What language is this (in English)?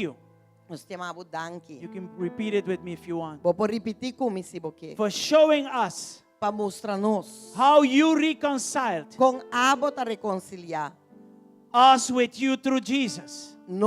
Papiamento